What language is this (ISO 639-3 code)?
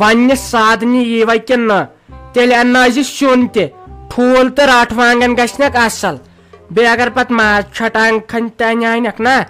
kas